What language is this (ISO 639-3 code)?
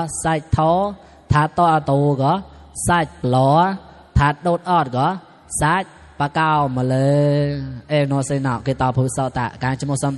mnw